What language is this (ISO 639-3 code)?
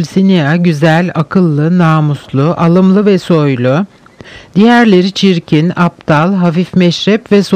tur